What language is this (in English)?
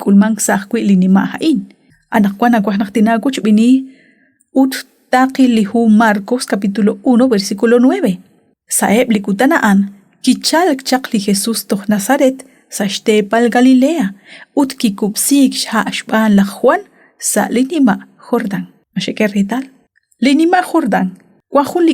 Kekchí